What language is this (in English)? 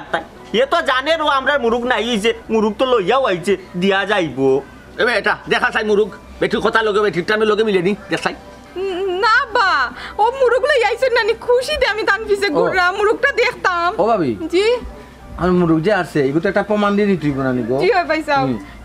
Sylheti